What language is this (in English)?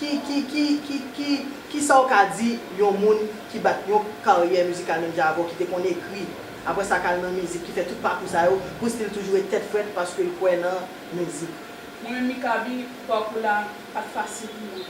Haitian Creole